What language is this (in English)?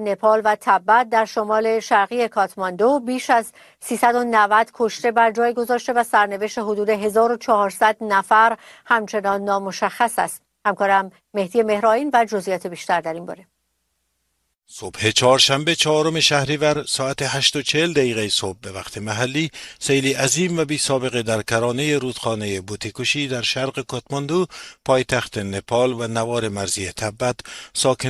Persian